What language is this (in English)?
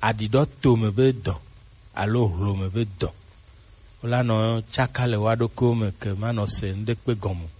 Gen